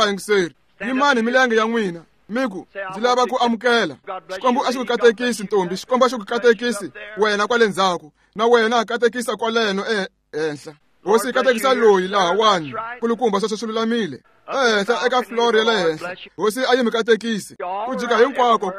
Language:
Tsonga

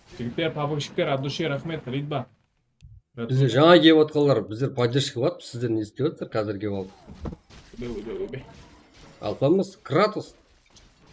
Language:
Kara-Kalpak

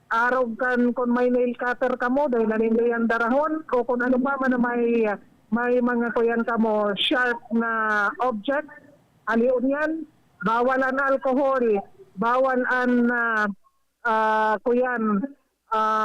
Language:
Bikol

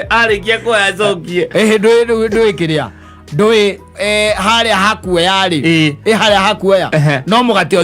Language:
Kikuyu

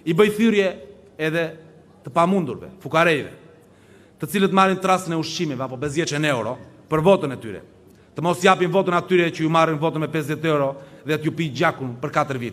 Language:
Albanian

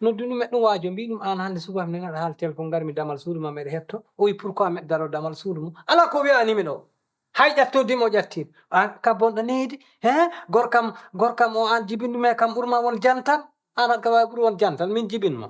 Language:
Fula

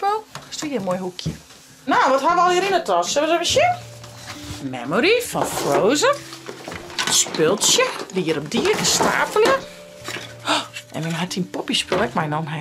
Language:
Western Frisian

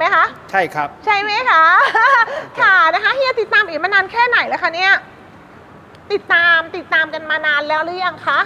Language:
Thai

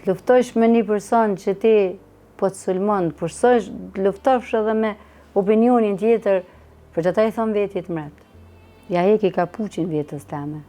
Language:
Albanian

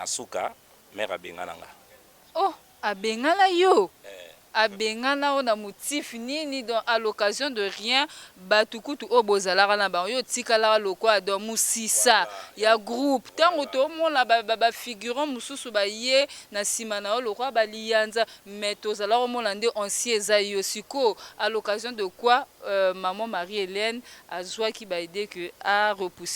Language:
Lingala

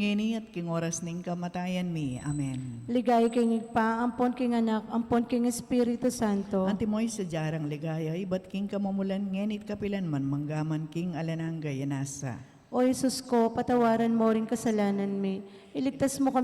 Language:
Pampanga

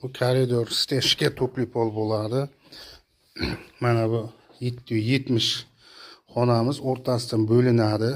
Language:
Uzbek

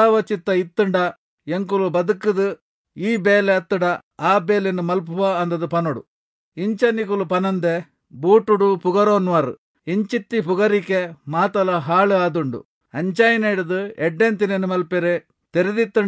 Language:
Tulu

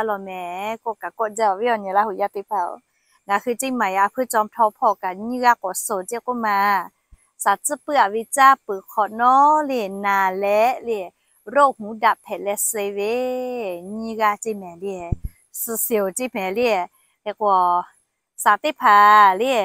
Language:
Lahu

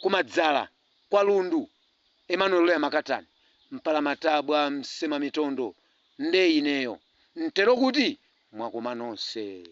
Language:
Nyanja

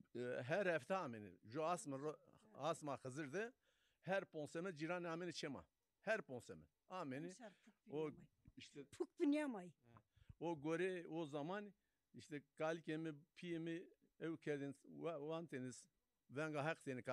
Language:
Zaza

